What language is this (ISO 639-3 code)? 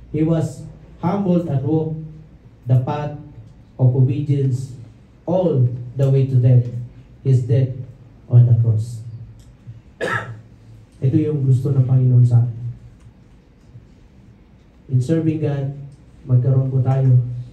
fil